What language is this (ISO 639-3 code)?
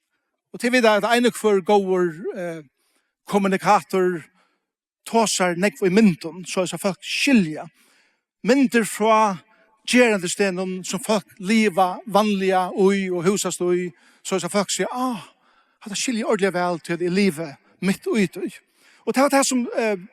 fao